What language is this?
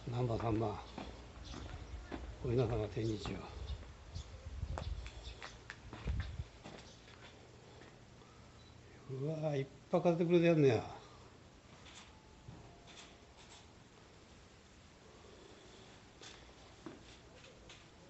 Japanese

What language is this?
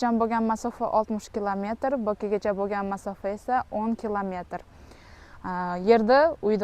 Uzbek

